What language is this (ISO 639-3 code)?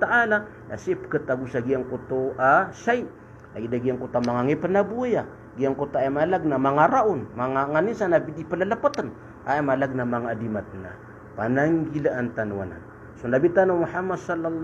mrw